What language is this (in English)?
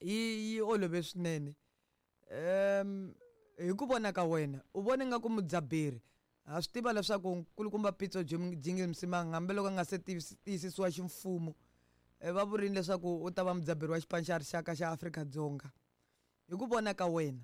Tsonga